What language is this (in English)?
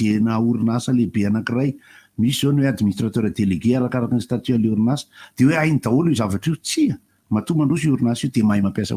Malagasy